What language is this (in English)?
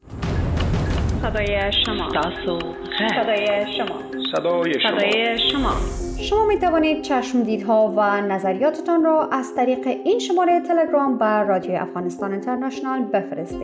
Persian